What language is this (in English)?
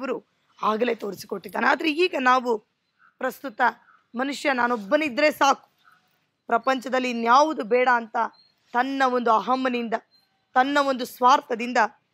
Kannada